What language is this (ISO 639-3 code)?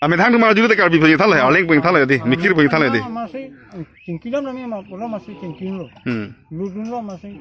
mjw